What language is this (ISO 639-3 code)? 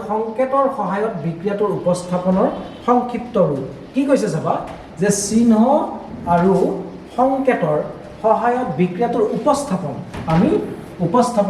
asm